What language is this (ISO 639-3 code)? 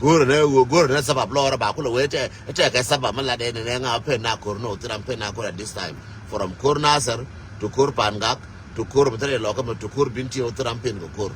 nus